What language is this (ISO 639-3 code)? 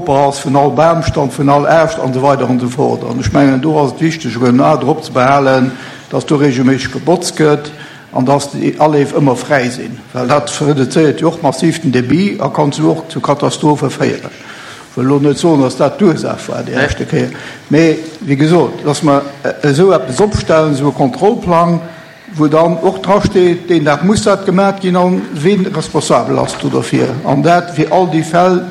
ltz